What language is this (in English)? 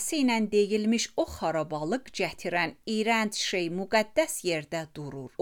Azerbaijani